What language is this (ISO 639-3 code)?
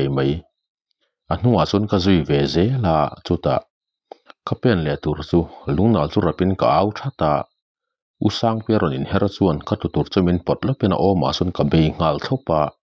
lus